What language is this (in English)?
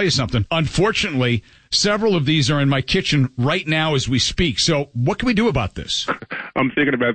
English